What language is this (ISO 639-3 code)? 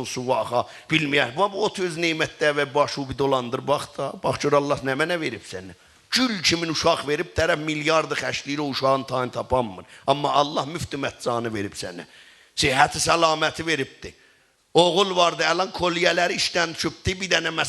azb